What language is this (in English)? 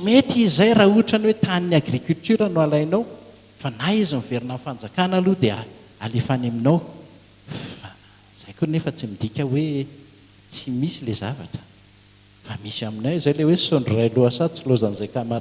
Malagasy